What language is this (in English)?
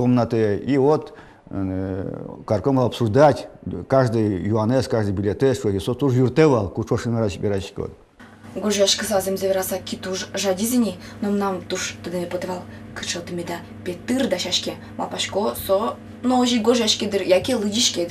Udmurt